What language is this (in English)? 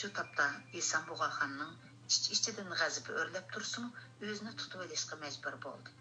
Uyghur